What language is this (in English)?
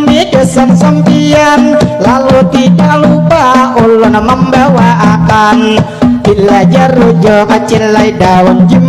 Banjar